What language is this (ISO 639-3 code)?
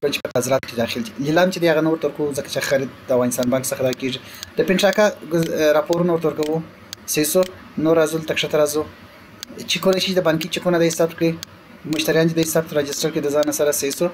pus